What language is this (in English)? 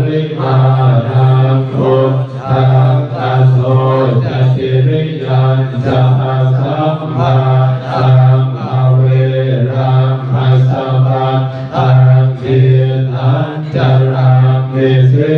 Pali